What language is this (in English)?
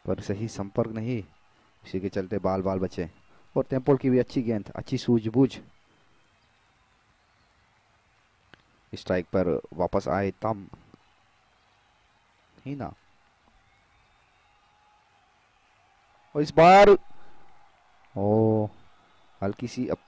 Hindi